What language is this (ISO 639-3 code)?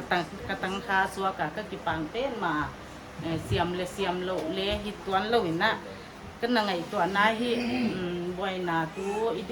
pck